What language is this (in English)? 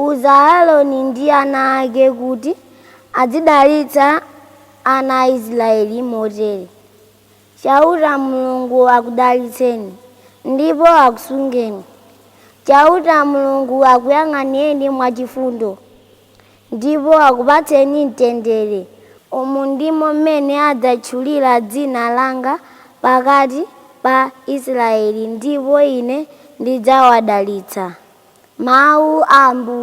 Nyanja